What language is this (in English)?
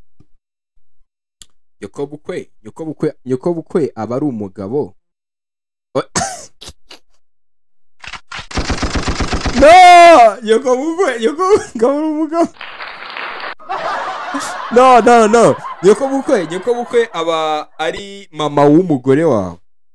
Kinyarwanda